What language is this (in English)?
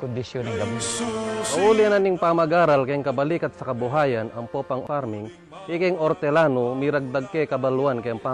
Pampanga